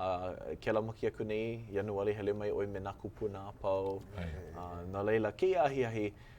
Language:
Hawaiian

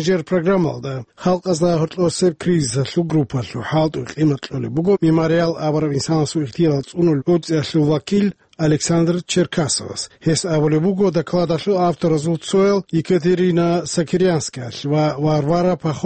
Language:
Avaric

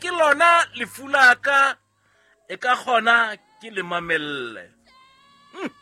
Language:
Southern Sotho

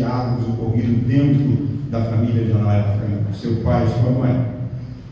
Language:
Portuguese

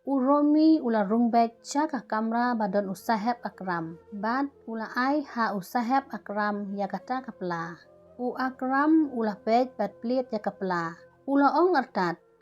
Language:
Khasi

